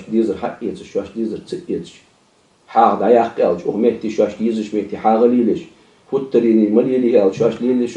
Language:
Ingush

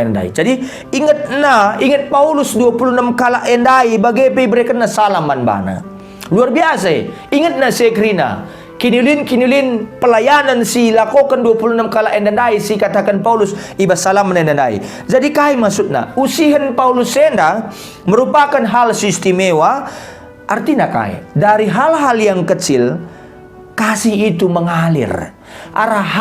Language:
Batak Karo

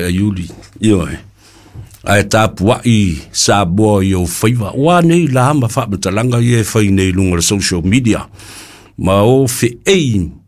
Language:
Samoan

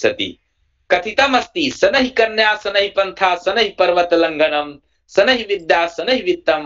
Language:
Sanskrit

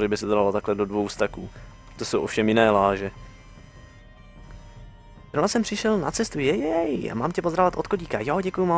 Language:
Czech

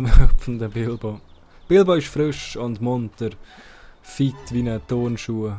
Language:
Swiss German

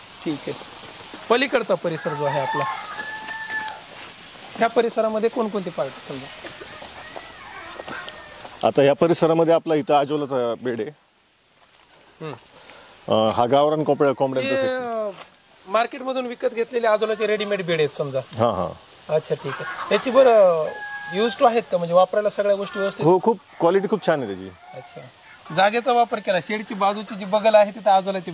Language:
Marathi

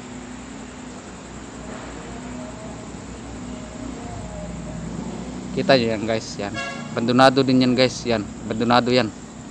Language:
Filipino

